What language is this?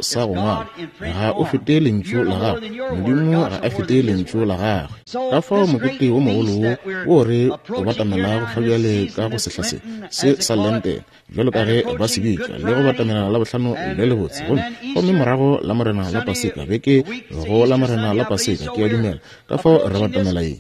Northern Sotho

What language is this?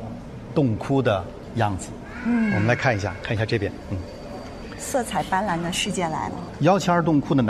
Chinese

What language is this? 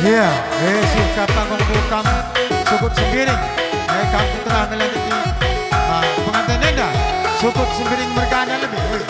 Batak Karo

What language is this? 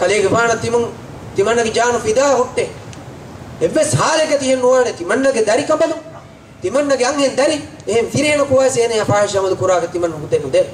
Divehi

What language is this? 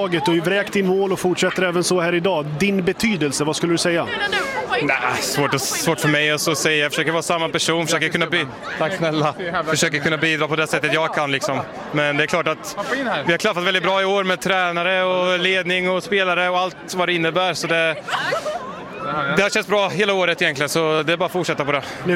Swedish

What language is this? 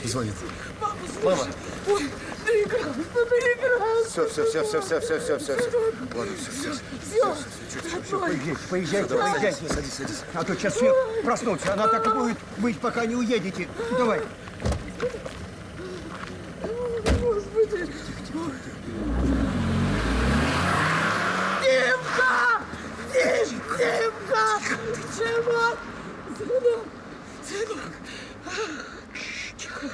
Russian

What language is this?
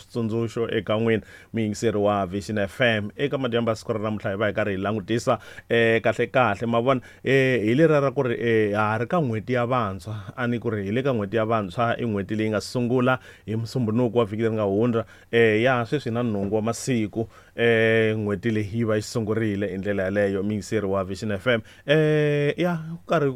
Tsonga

